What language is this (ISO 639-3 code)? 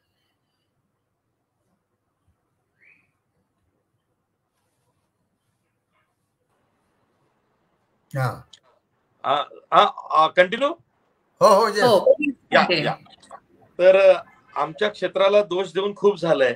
mar